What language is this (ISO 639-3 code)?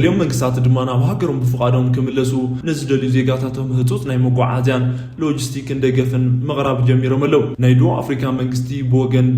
tir